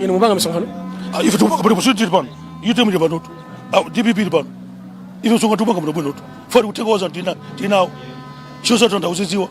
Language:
Nyanja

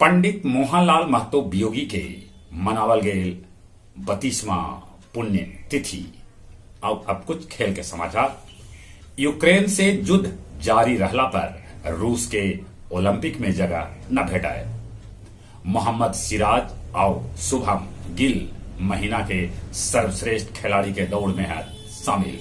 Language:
Magahi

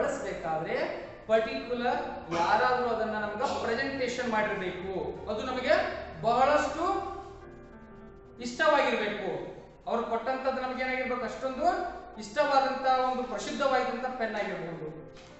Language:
Kannada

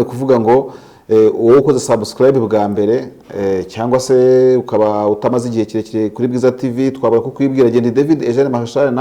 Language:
Kinyarwanda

